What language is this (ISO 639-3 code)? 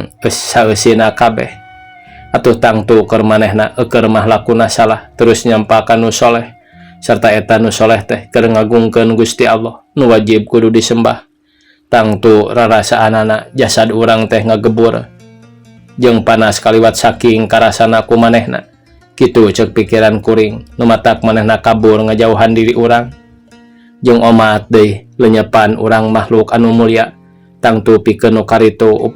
sun